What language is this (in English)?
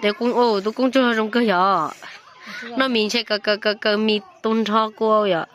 Hmong